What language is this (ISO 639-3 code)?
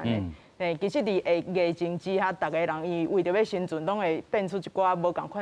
nan